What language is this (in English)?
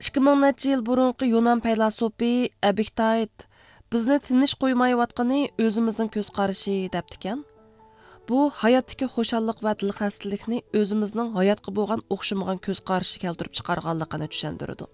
Uyghur